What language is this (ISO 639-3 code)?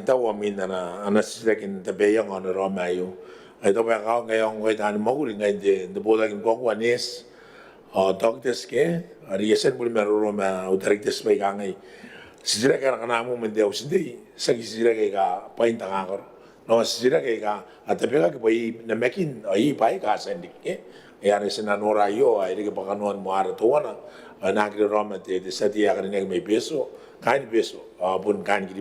gil